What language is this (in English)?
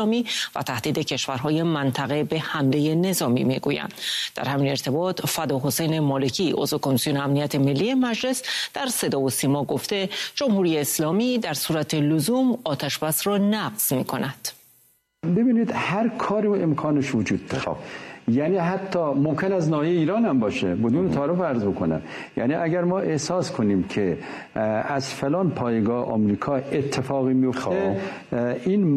Persian